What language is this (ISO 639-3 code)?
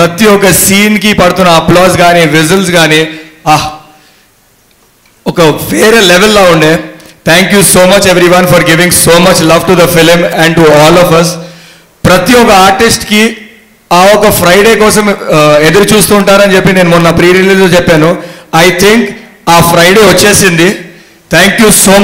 tel